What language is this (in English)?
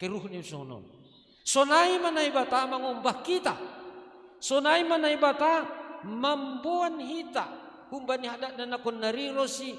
Batak Simalungun